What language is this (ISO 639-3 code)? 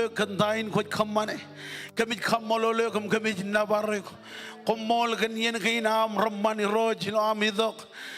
mah